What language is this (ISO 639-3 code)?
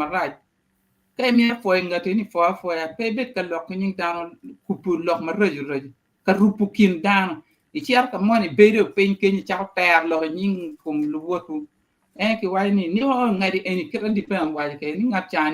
ach